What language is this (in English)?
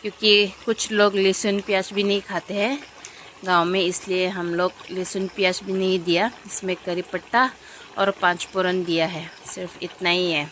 Karbi